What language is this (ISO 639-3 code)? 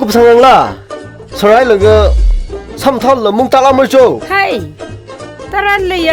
nmf